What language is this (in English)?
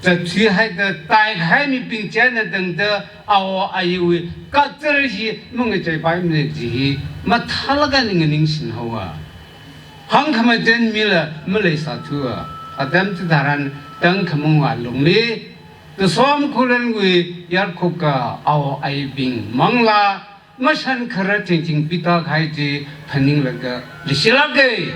Tangkhul Naga (India)